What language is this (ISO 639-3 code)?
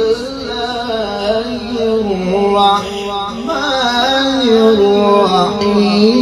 ara